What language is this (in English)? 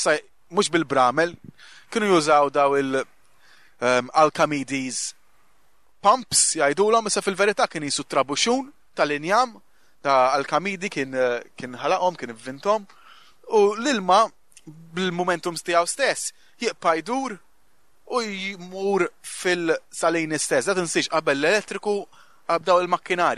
Maltese